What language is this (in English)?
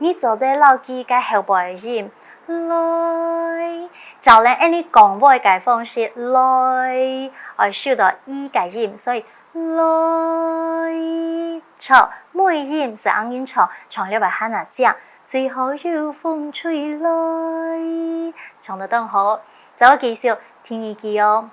Hakka Chinese